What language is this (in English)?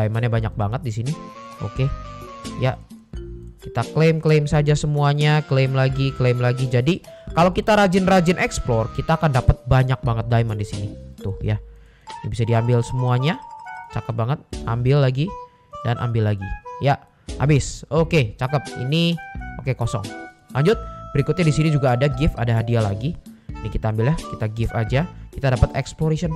Indonesian